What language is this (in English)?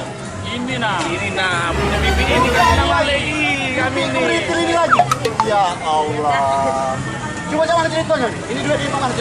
Musi